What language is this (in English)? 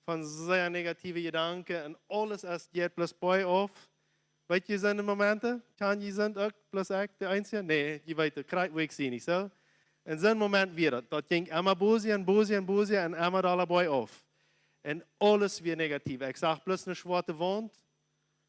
Plautdietsch